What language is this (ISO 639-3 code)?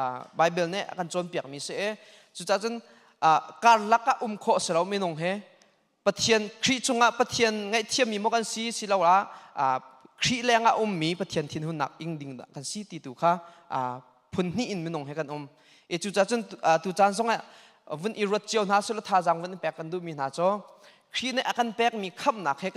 cnh